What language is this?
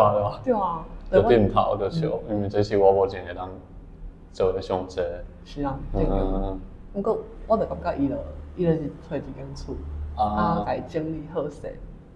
Min Nan Chinese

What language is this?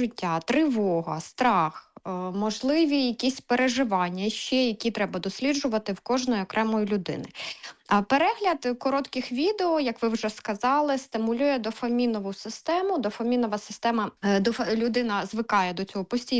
Ukrainian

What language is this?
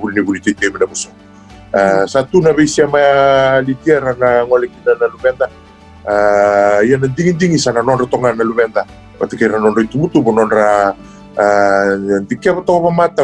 Fijian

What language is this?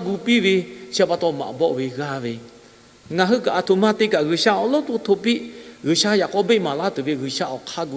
Lahu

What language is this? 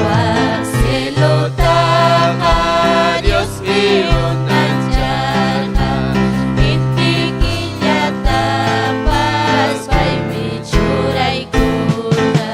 Ayacucho Quechua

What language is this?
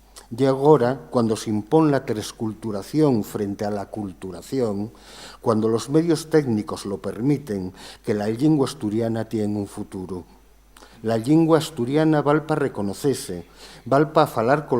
Asturian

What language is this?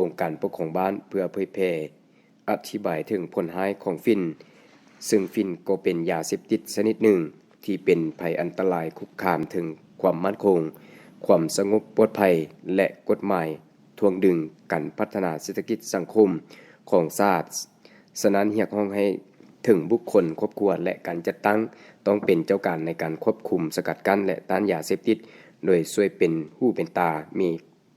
Lao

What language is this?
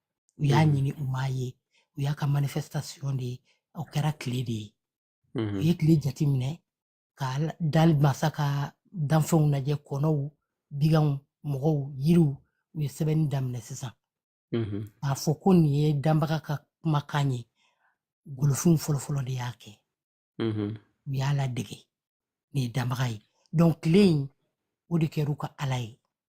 Bambara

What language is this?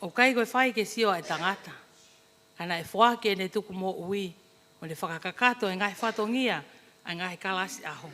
Tongan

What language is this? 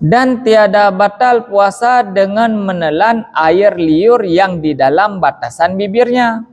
Achinese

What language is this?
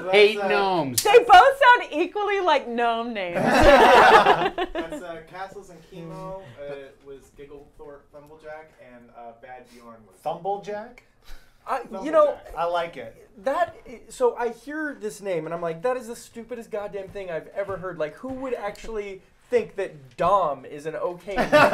English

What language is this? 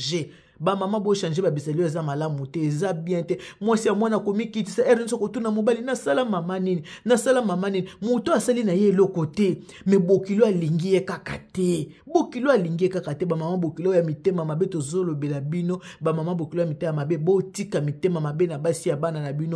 Lingala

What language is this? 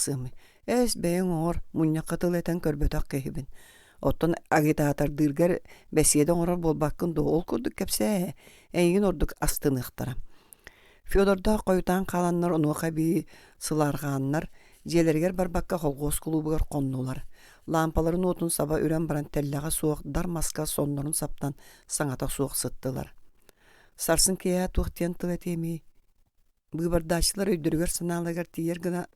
Yakut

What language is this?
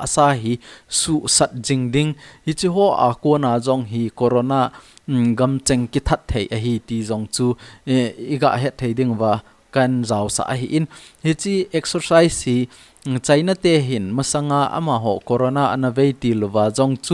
Thado Chin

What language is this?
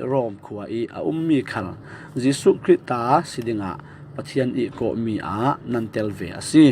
Falam Chin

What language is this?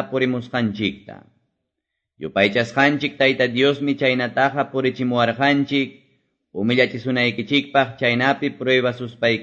Quechua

